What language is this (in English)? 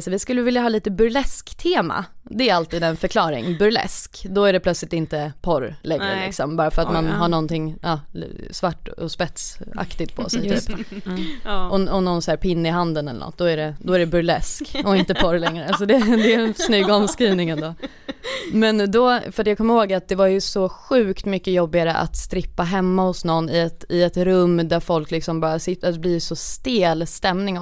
Swedish